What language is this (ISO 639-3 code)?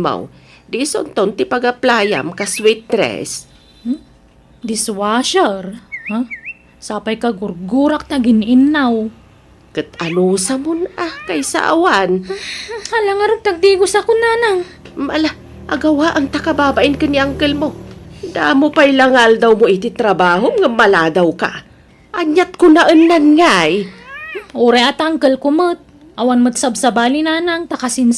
ilo